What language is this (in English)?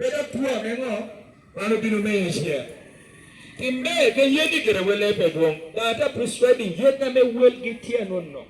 Lango (Uganda)